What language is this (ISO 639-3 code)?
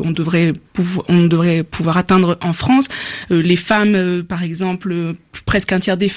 fra